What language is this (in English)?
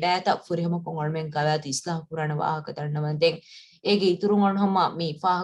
Divehi